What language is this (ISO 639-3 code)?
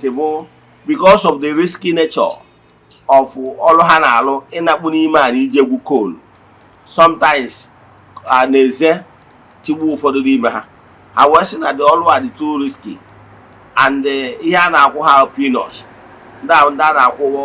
ibo